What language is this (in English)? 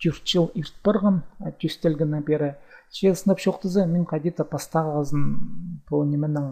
Khakas